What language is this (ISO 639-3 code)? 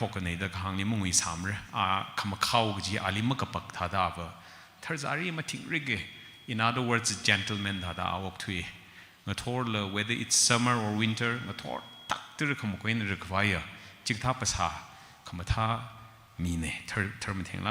nmf